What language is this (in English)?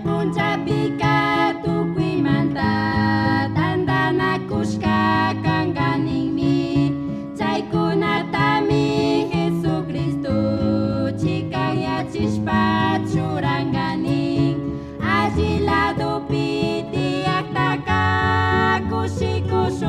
Chimborazo Highland Quichua